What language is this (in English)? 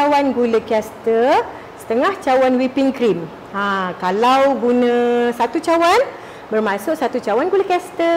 Malay